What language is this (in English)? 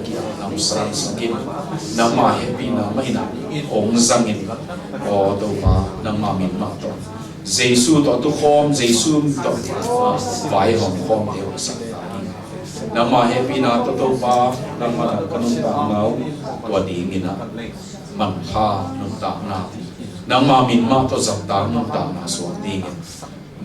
Tedim Chin